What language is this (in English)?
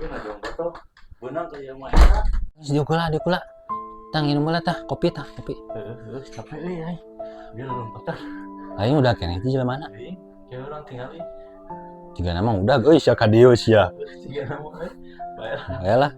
Sundanese